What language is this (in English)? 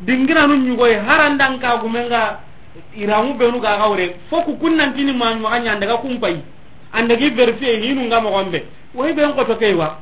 Soninke